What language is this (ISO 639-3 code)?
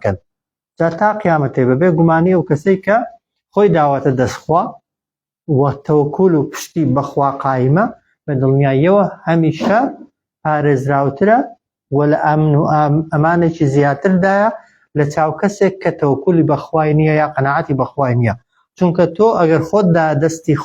ckb